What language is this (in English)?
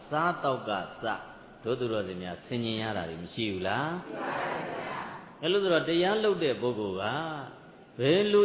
Burmese